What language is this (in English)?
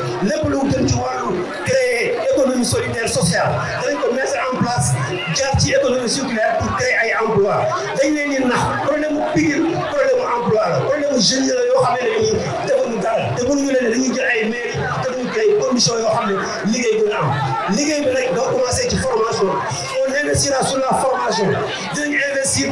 Wolof